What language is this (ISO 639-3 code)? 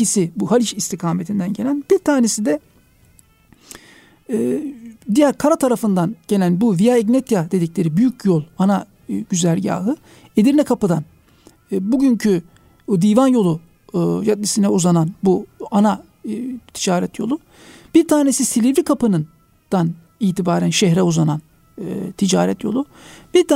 tur